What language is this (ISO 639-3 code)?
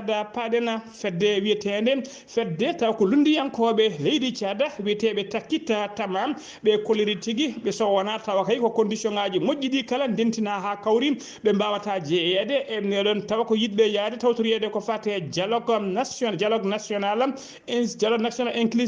ful